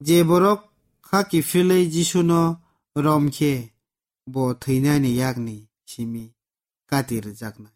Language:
Kok Borok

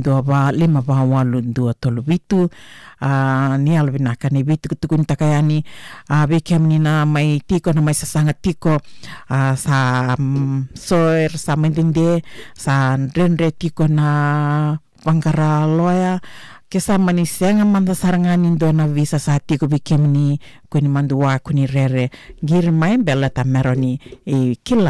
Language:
Fijian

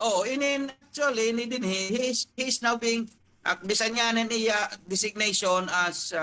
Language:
Waray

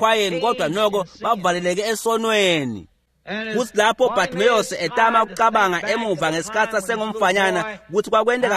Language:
Swati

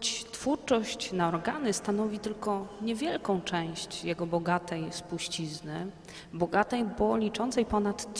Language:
Polish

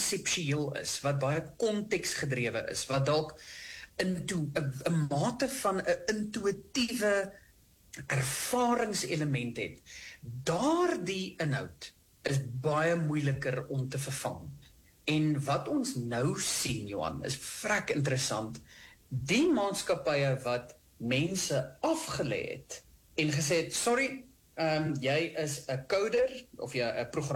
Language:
Afrikaans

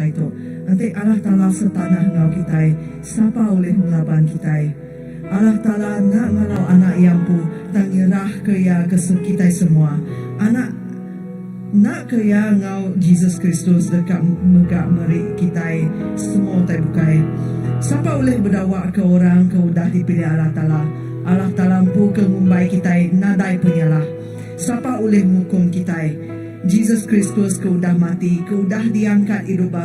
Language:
Iban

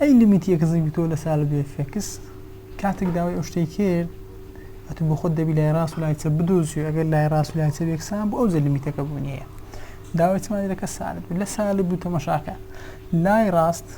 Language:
Central Kurdish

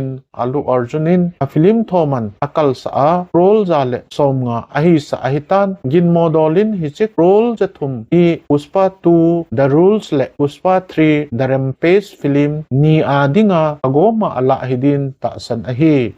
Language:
Thado Chin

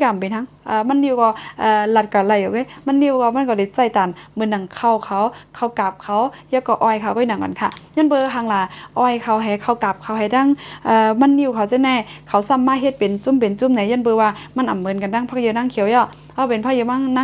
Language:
Shan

